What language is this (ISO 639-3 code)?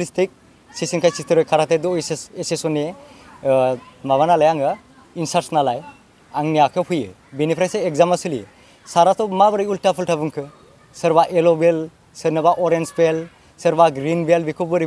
brx